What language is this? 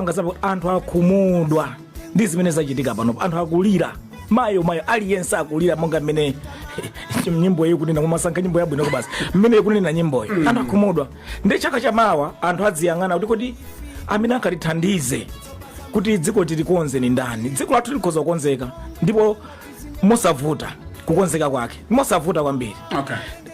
Nyanja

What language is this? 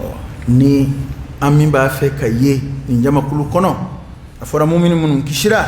Dyula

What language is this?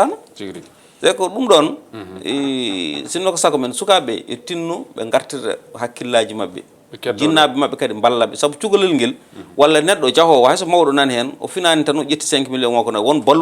Fula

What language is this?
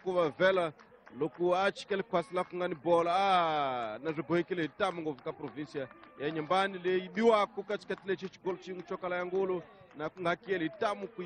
Tsonga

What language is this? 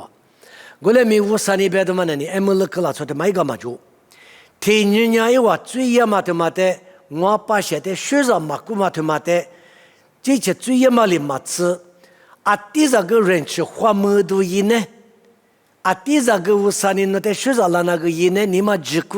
Lisu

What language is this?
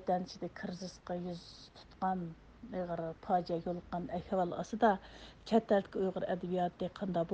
Uyghur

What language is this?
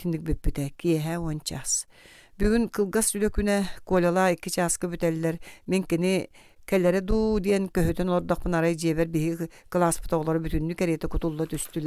Yakut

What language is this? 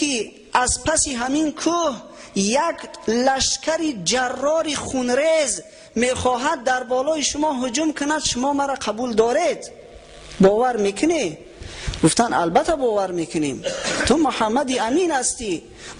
Tajik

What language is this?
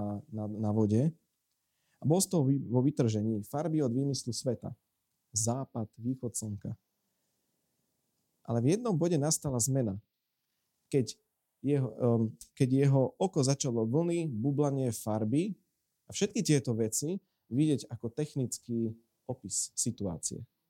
Slovak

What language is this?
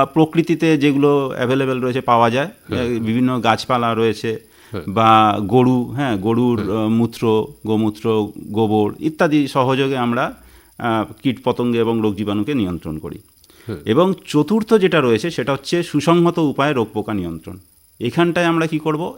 Bangla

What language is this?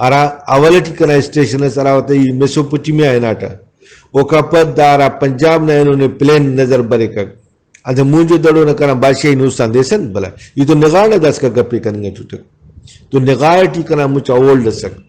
Brahui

